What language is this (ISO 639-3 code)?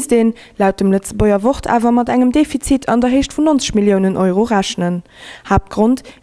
ltz